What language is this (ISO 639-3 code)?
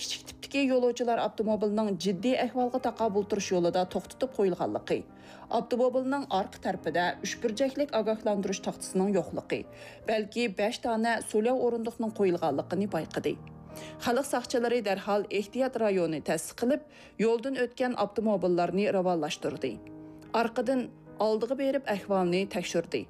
uig